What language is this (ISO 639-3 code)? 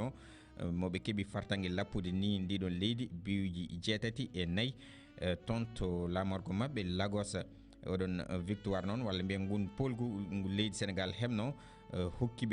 ful